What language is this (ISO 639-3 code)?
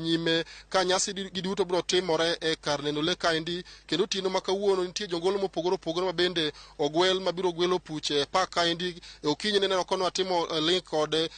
luo